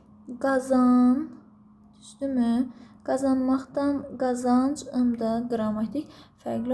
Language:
Azerbaijani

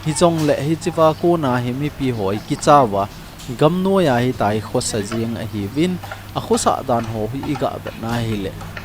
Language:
Thado Chin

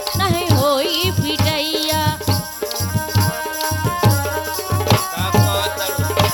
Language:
Bhojpuri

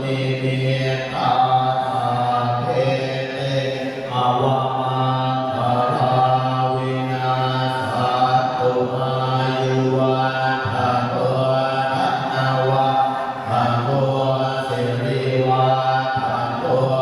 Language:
Pali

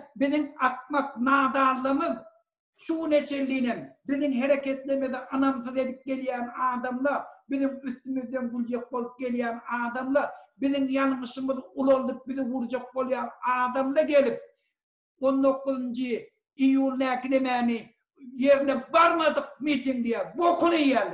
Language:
Turkmen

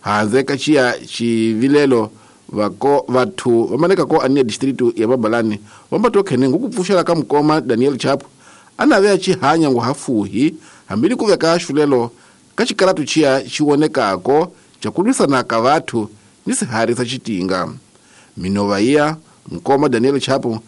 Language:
Tsonga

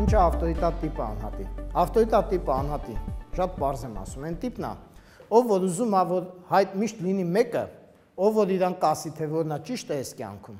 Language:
Armenian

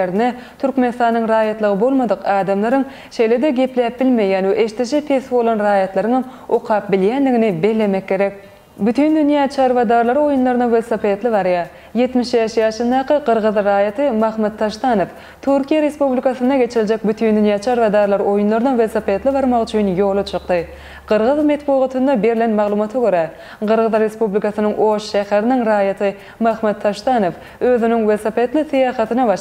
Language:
Turkmen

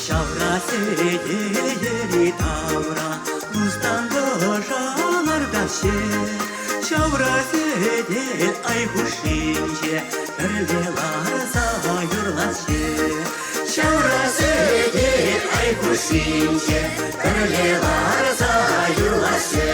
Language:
Chuvash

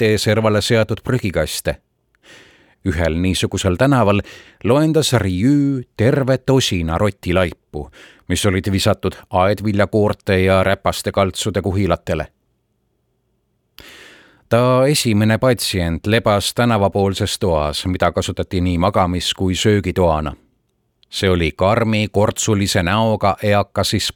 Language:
Estonian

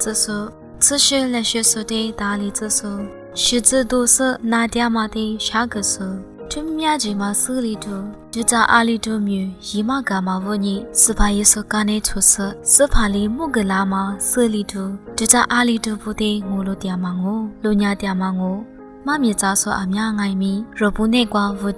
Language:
Lisu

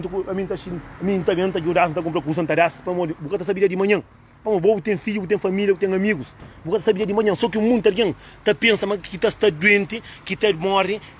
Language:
Kabuverdianu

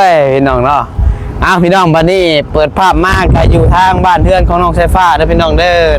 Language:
Northeastern Thai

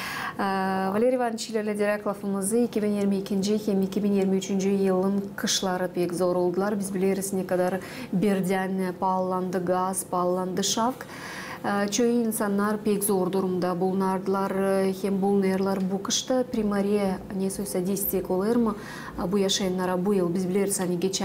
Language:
Gagauz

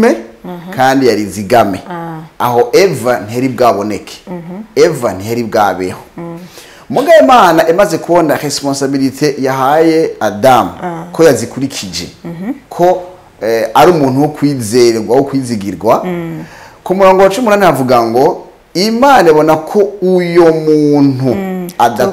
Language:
Rundi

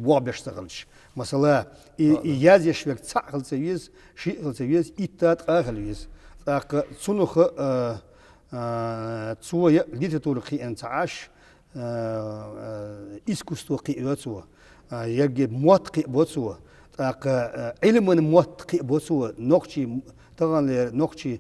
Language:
Chechen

